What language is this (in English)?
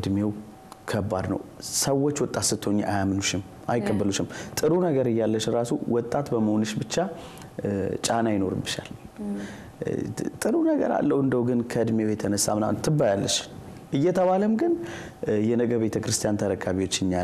Amharic